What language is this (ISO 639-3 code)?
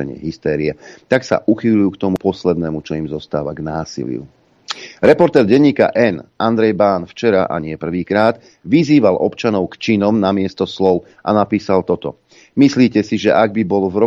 slk